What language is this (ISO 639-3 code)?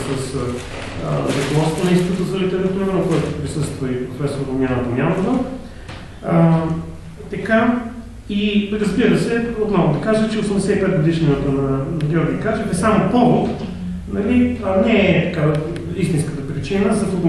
bul